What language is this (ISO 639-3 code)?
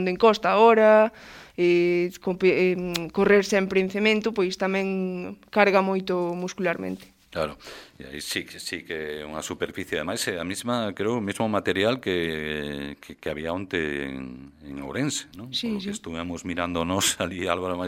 glg